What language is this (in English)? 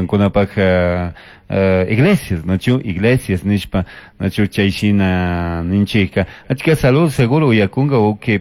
Chimborazo Highland Quichua